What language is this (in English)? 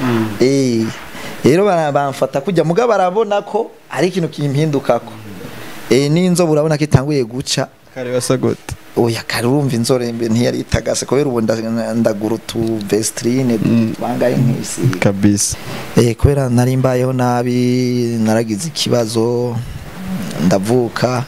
Rundi